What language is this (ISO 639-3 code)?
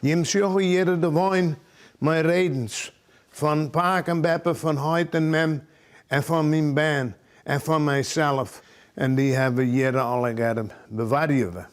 fry